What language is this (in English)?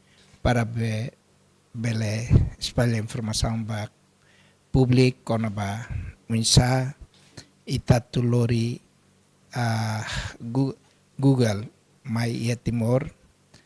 Tetum